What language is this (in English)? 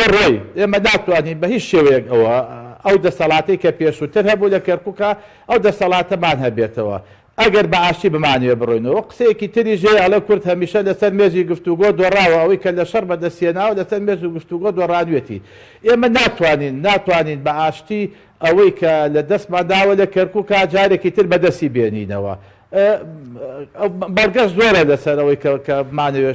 Central Kurdish